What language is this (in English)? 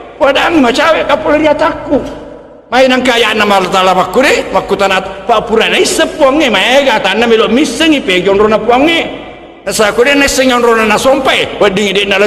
Buginese